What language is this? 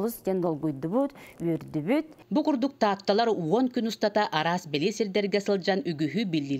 Yakut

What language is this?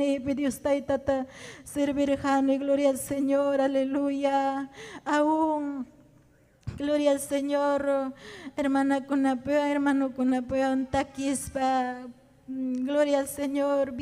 Ayacucho Quechua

